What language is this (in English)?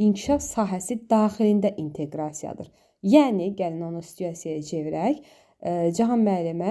Azerbaijani